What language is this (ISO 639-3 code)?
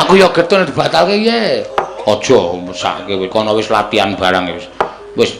jav